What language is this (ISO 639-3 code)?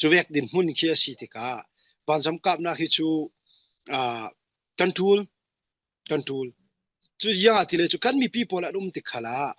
cfm